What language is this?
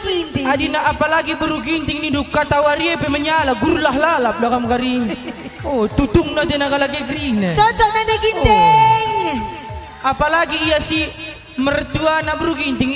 Batak Karo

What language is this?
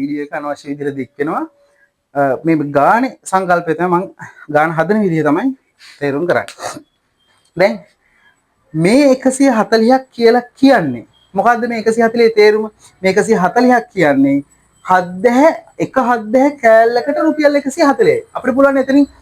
Sinhala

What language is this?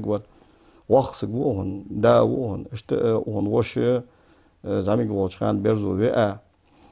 Ingush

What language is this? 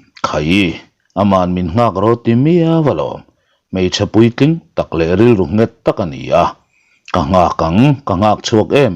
Mizo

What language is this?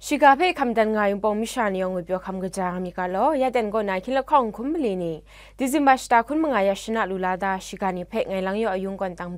Kachin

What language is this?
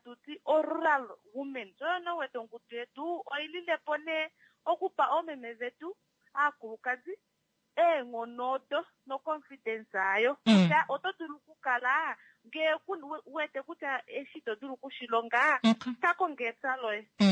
Kuanyama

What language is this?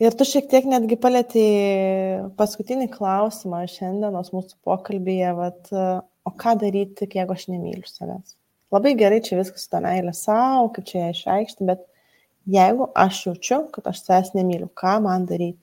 Lithuanian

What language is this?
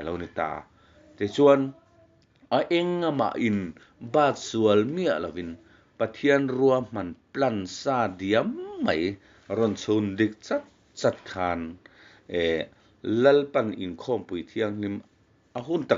Mizo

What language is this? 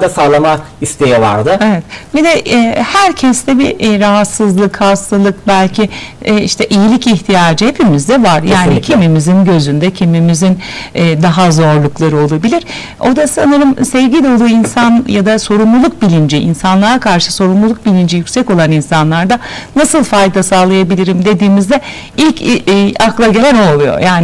Turkish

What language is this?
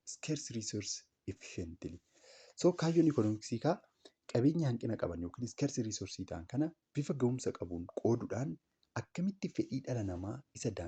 Oromo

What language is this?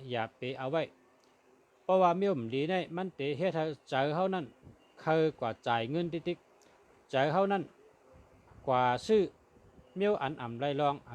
Shan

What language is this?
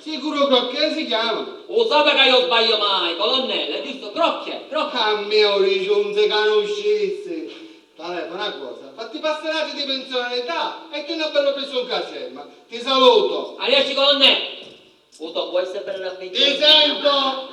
Sicilian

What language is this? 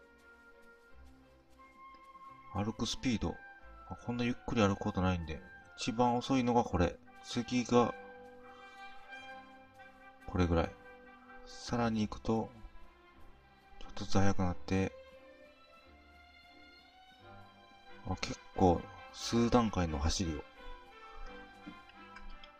Japanese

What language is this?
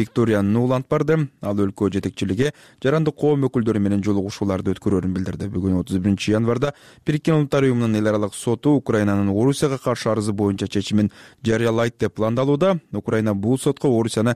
Kyrgyz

